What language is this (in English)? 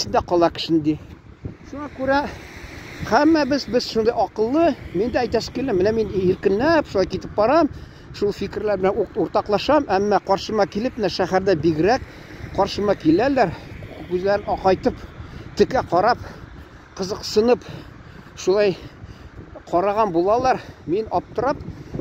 Tatar